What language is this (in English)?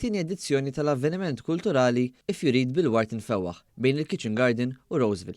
Maltese